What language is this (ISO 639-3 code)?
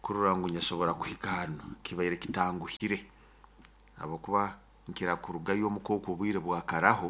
nyo